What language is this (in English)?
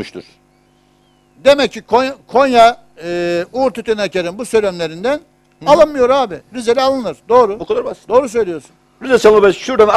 Turkish